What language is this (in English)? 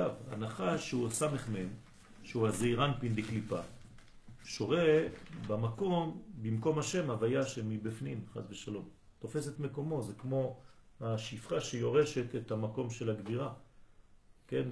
Hebrew